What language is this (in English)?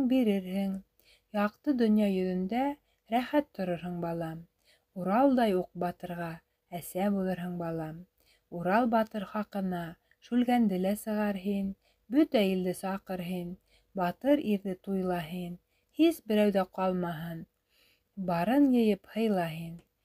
Bashkir